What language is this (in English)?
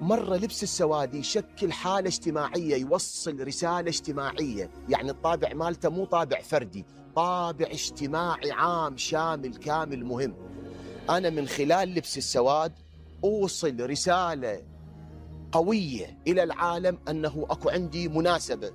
Mesopotamian Arabic